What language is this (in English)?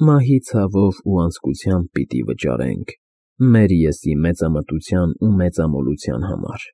Armenian